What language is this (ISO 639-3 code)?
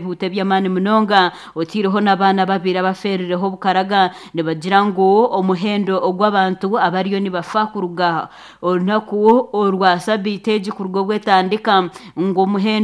nyn